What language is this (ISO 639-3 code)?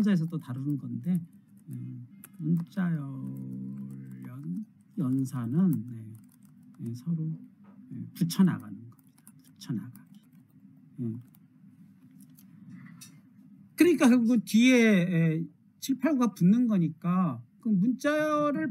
kor